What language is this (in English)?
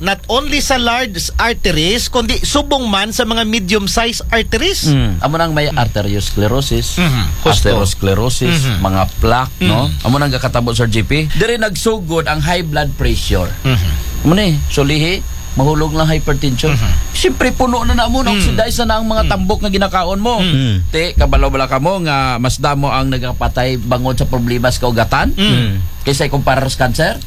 Aklanon